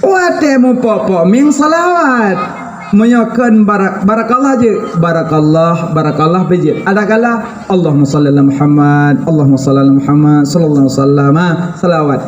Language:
Achinese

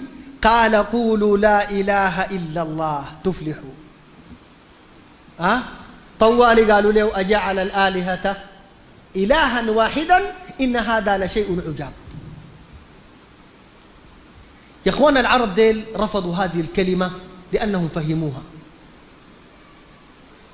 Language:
Sudanese Arabic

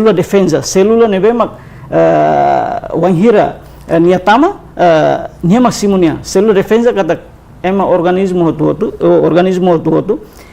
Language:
Tetum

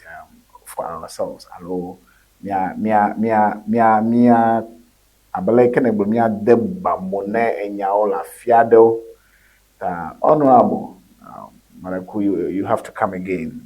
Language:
Ewe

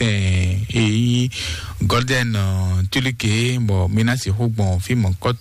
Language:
Fon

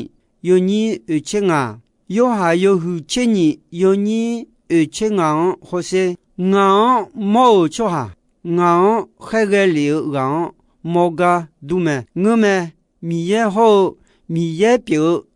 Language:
Akha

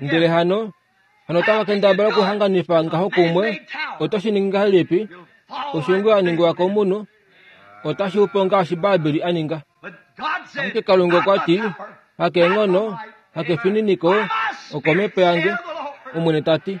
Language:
Kuanyama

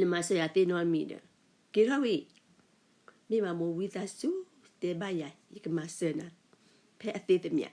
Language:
S'gaw Karen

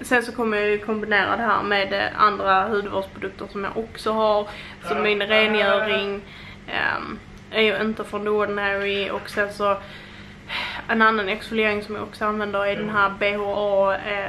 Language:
Swedish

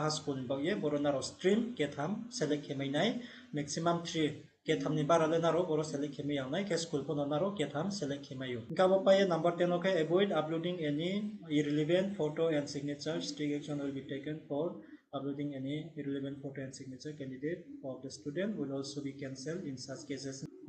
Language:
Riang (India)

